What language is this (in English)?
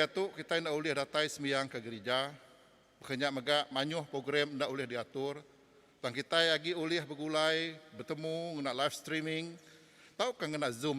Iban